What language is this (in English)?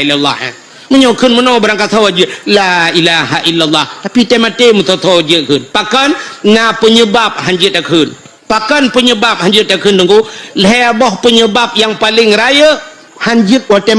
Achinese